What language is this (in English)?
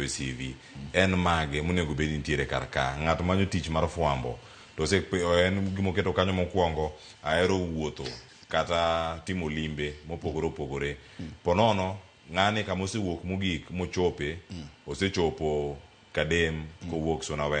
Luo (Kenya and Tanzania)